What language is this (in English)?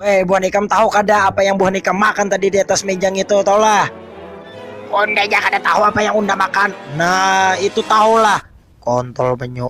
Banjar